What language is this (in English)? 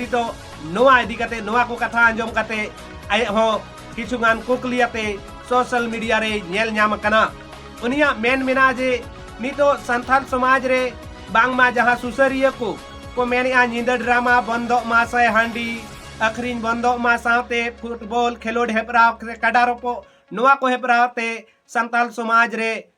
Santali